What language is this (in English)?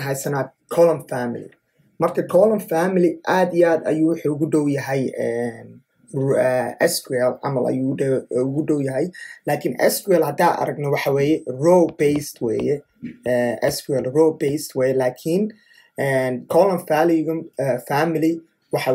Somali